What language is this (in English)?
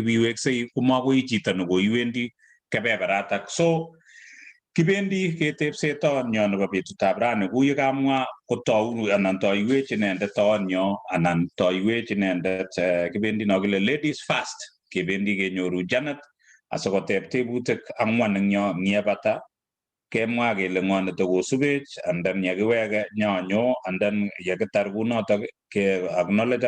Kalenjin